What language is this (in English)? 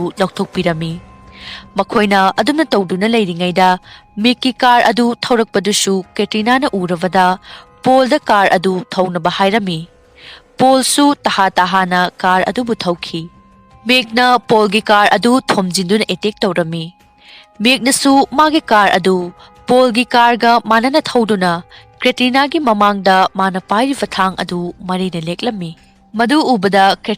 Manipuri